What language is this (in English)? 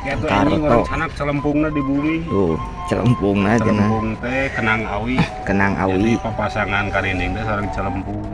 Sundanese